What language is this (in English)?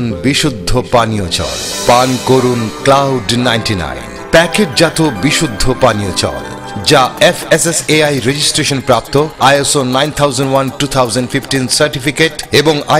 Bangla